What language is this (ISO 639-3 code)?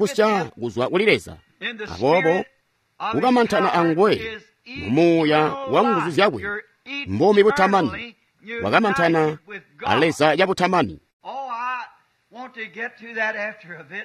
toi